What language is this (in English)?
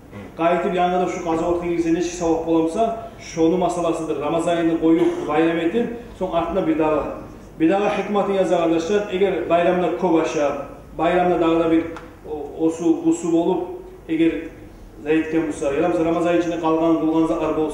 Kumyk